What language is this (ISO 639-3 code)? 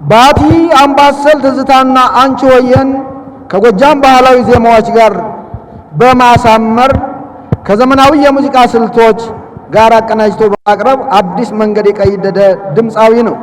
amh